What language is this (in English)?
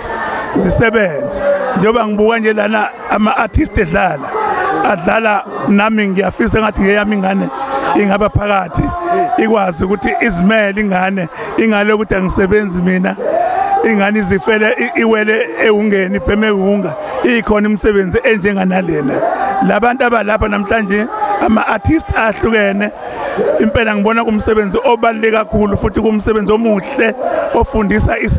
Zulu